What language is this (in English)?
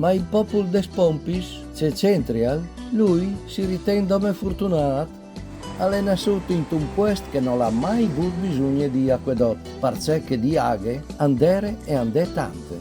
Friulian